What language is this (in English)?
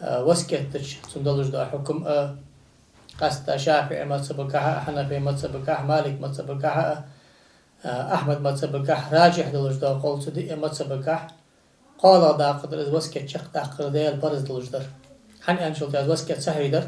Ingush